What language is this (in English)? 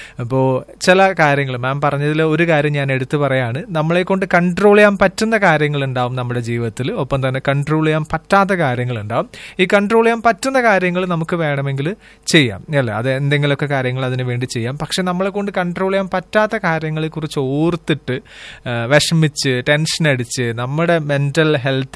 Malayalam